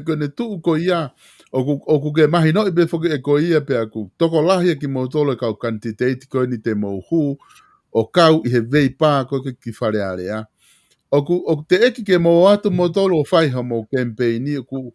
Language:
Tongan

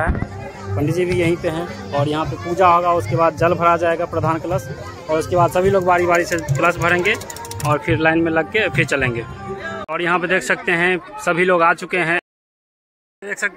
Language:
Hindi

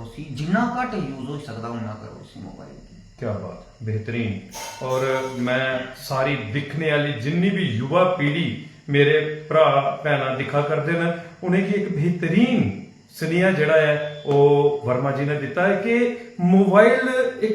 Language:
Dogri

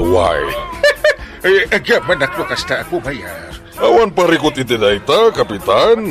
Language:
Iloko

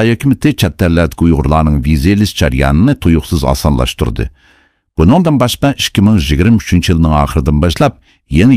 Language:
Uyghur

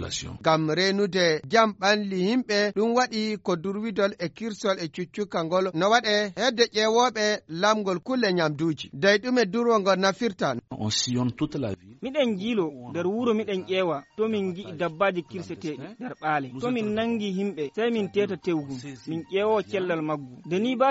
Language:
Fula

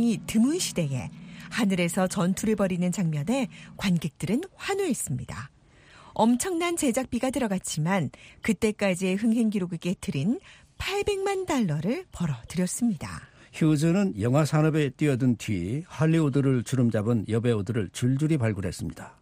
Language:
Korean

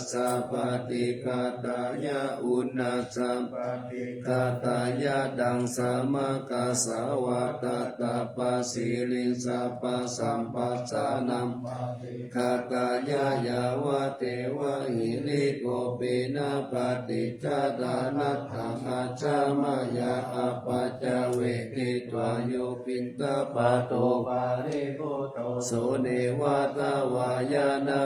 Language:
Pali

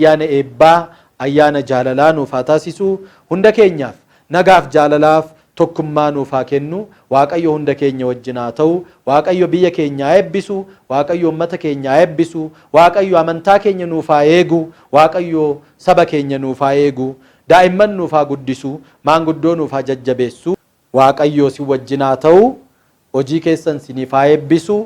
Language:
Oromo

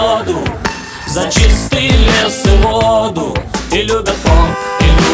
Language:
Russian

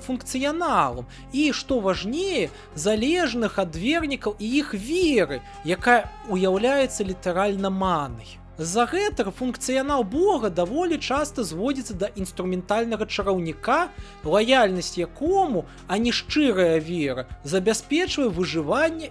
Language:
Belarusian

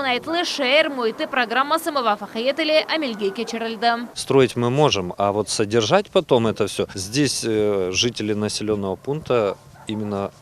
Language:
Crimean Tatar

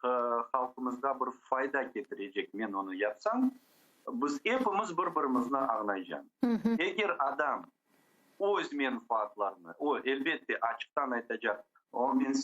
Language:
Crimean Tatar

